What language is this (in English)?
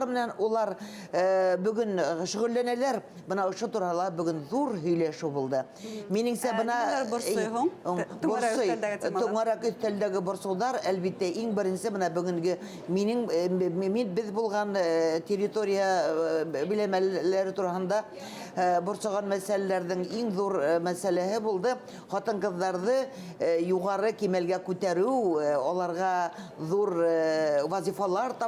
Bashkir